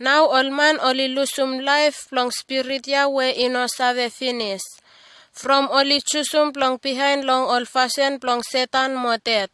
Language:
Bislama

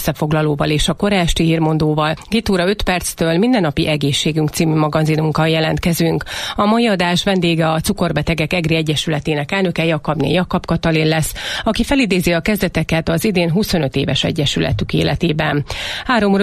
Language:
Hungarian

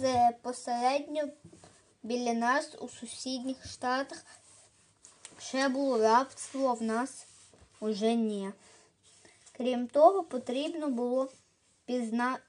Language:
Ukrainian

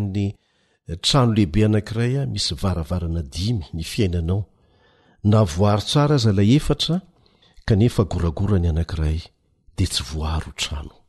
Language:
Malagasy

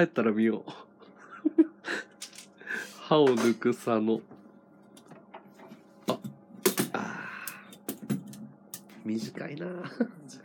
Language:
Japanese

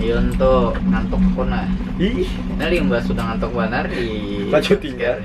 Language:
Banjar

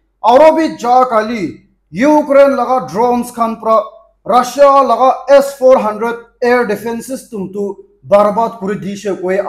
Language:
Naga Pidgin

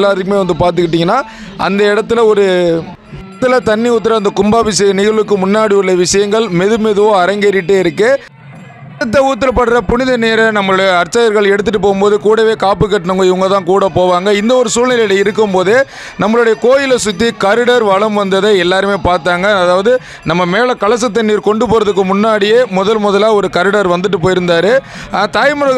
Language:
Tamil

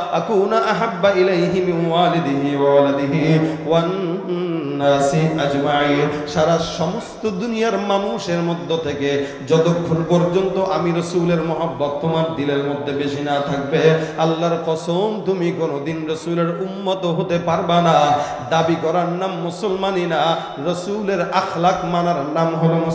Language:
Bangla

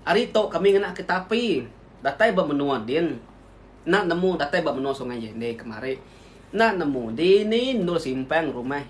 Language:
Iban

